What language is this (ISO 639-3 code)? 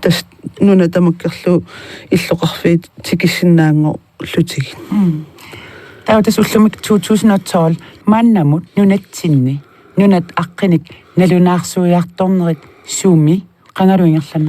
kal